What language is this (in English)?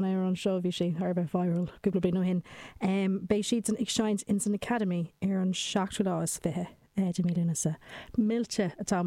Irish